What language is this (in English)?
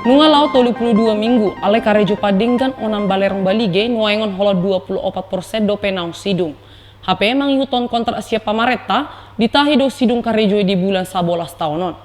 Batak Toba